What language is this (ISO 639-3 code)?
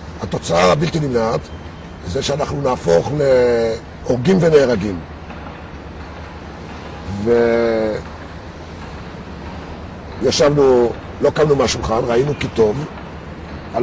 heb